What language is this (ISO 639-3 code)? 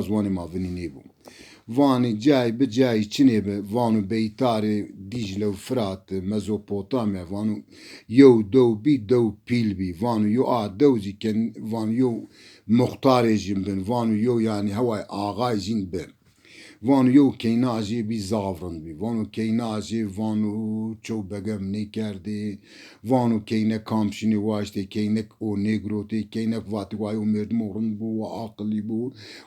zza